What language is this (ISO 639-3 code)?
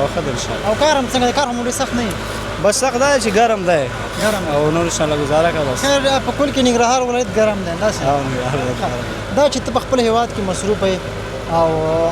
pus